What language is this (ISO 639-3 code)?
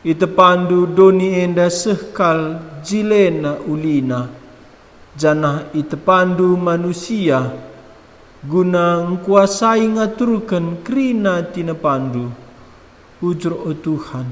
btx